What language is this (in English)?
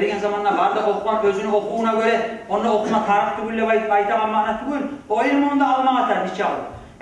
Kumyk